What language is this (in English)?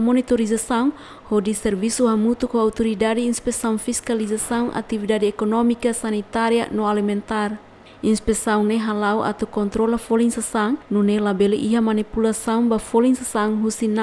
Tetum